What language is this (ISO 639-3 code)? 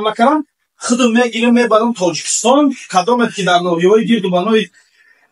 tgk